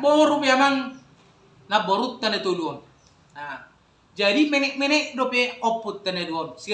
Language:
Batak Toba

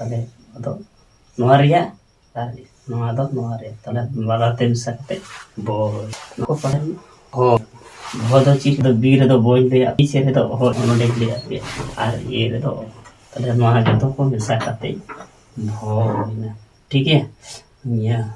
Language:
Santali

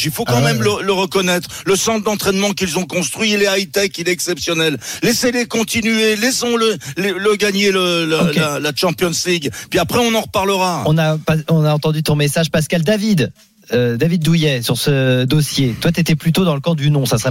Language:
French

